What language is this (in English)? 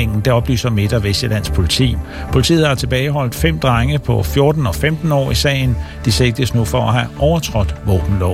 Danish